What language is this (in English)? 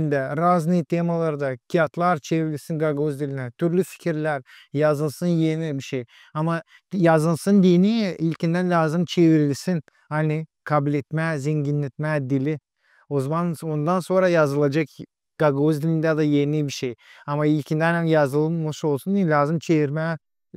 Gagauz